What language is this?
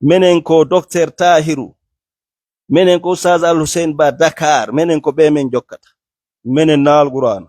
Fula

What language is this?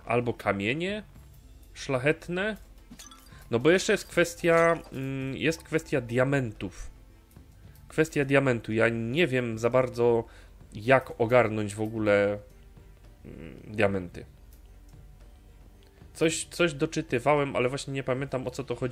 Polish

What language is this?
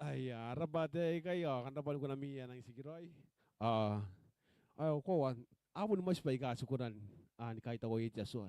Gilbertese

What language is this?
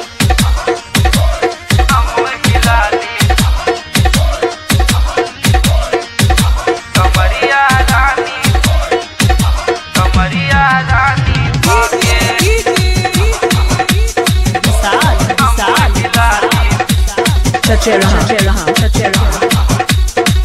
Bhojpuri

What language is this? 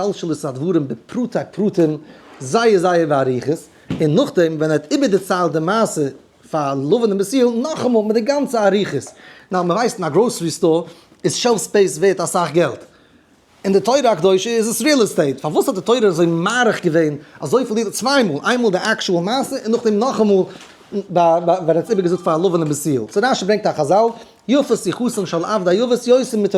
Yiddish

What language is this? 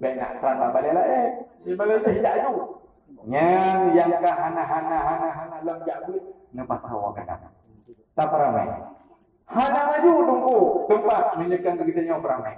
Achinese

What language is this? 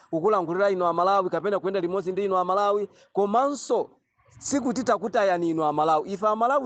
Nyanja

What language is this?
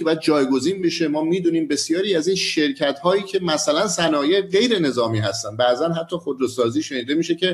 Persian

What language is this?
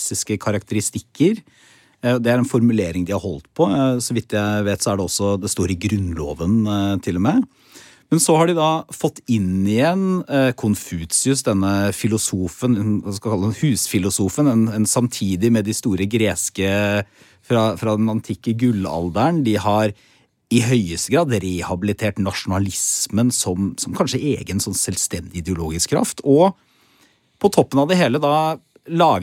Norwegian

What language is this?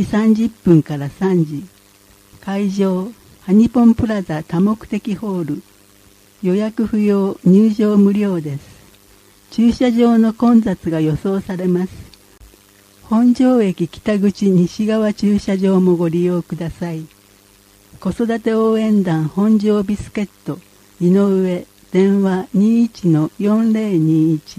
Japanese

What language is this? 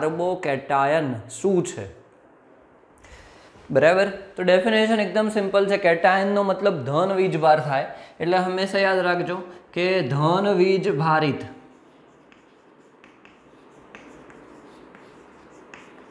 Gujarati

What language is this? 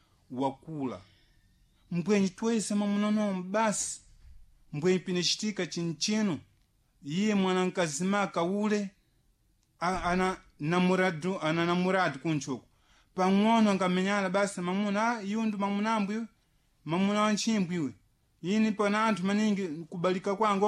Sena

